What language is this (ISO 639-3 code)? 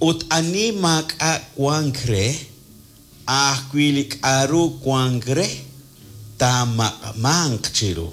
kek